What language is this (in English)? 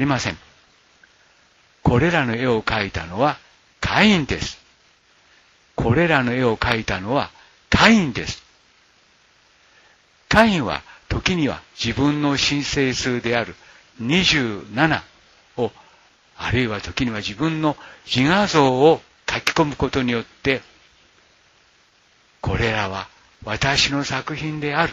Japanese